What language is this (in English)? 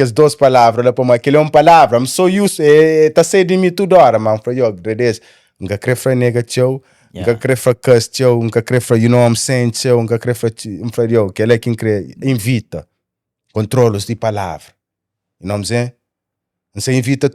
Kabuverdianu